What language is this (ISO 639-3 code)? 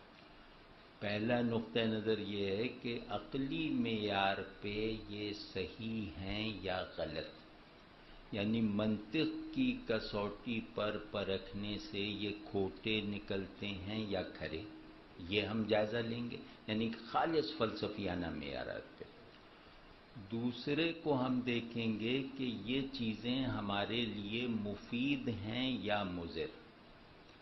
urd